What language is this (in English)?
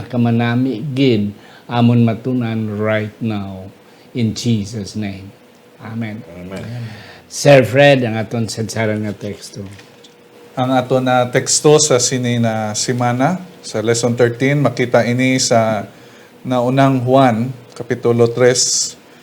Hiligaynon